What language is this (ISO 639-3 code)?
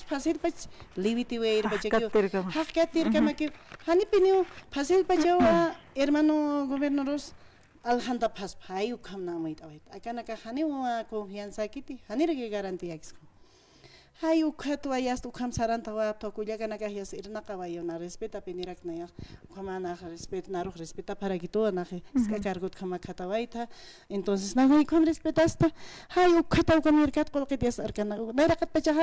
aym